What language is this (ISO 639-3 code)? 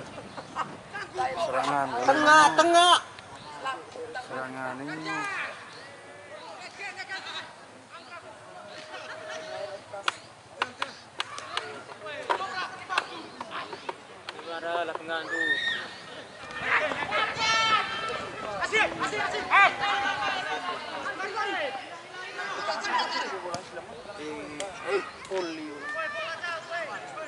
ind